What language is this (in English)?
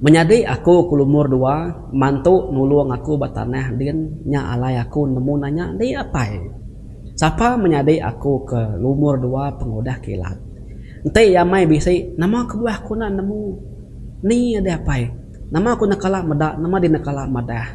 Iban